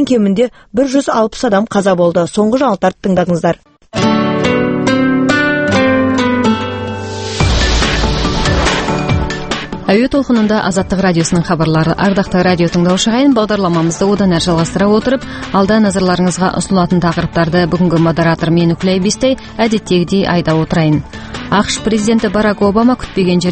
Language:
Kazakh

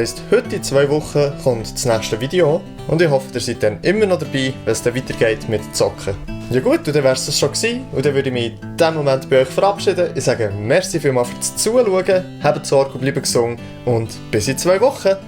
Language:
Swiss German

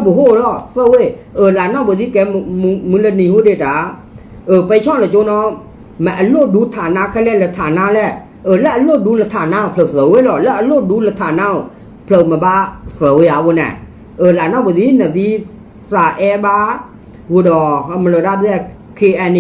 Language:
S'gaw Karen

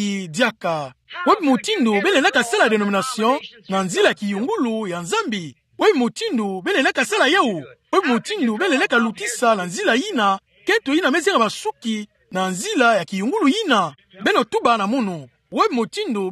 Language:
Kituba (Democratic Republic of Congo)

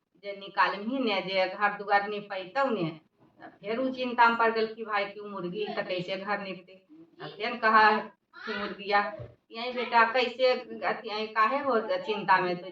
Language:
Magahi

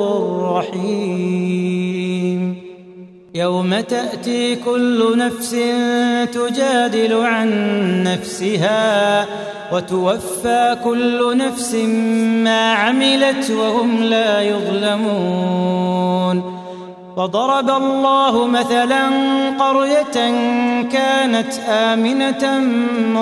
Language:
Arabic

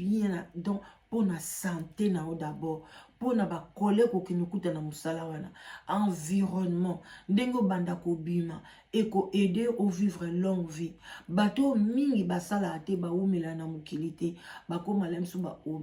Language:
Lingala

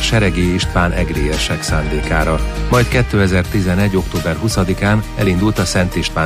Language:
Hungarian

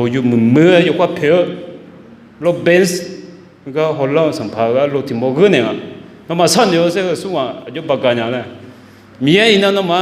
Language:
Akha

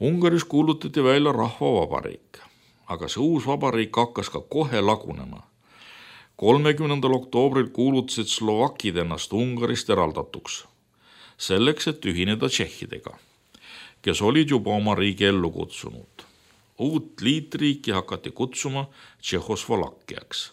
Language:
Estonian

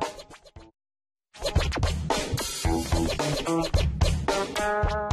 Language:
Malay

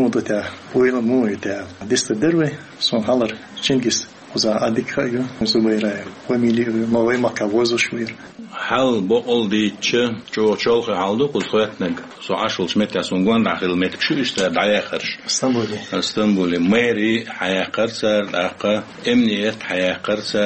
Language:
Chechen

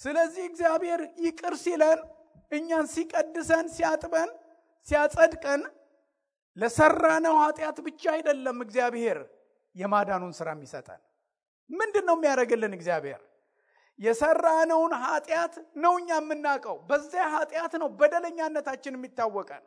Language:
Amharic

